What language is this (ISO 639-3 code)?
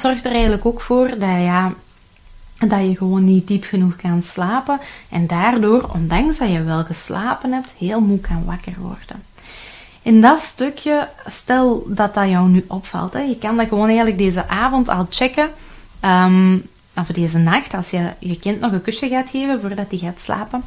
nld